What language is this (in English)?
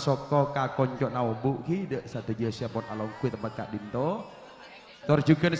Madurese